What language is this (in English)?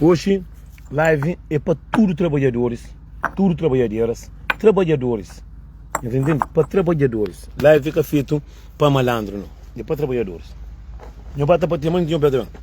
Kabuverdianu